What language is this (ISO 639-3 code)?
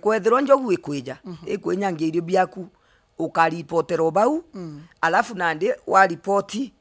mer